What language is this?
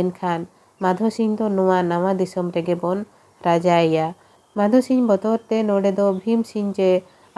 Santali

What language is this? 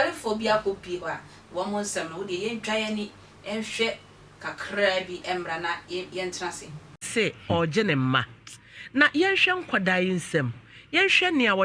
Akan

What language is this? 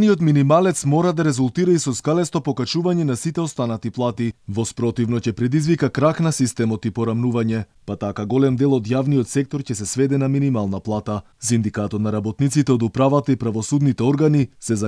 Macedonian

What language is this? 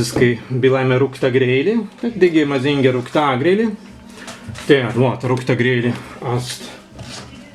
Prussian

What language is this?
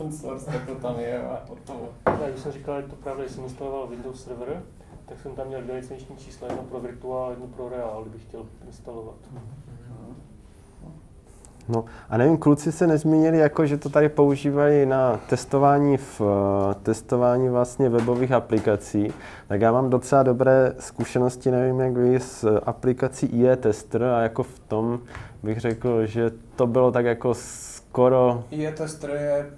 Czech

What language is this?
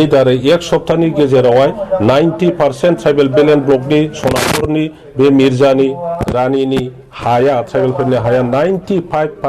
Bodo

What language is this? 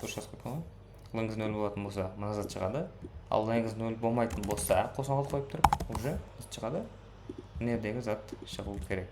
Kara-Kalpak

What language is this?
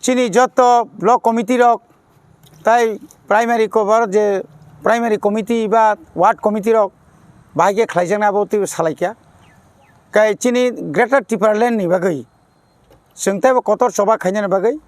Kok Borok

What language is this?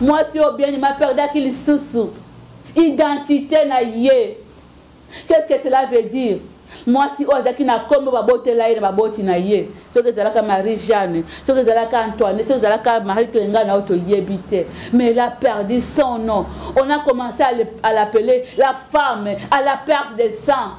Lingala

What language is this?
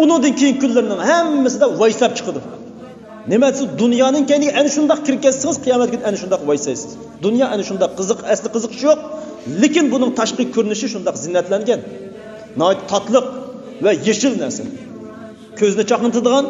Uyghur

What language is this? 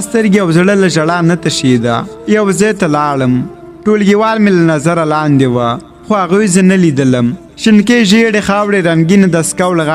Pashto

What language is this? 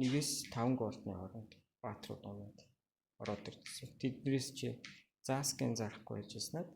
Mongolian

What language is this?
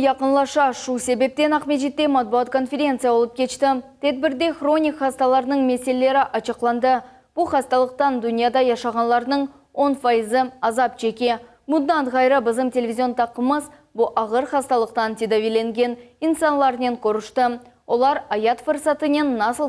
Crimean Tatar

